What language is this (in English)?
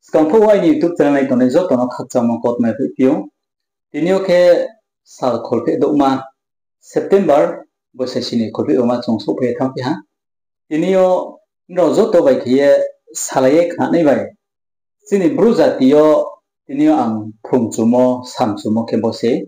Riang (India)